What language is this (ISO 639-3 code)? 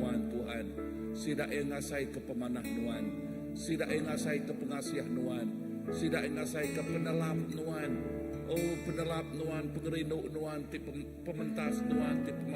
iba